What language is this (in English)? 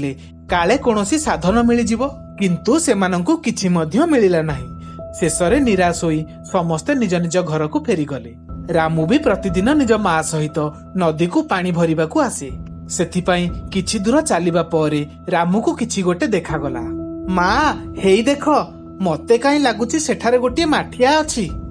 Odia